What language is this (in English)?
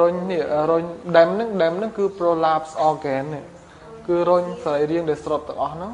Khmer